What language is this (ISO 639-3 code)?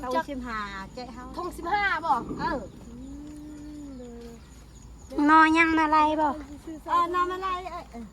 tts